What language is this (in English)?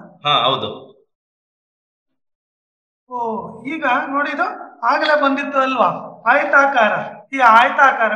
Kannada